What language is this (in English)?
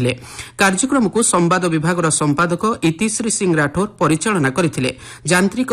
Odia